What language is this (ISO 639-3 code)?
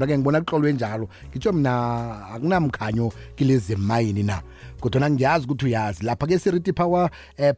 nbl